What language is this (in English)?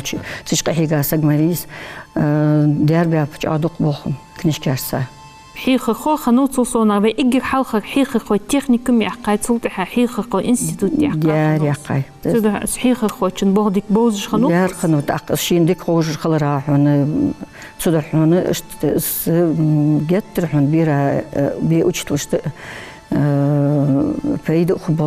Ingush